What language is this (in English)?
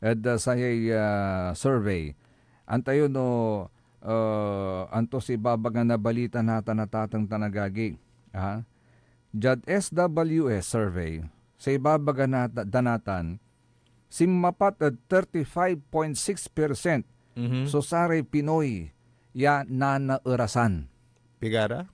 Pangasinan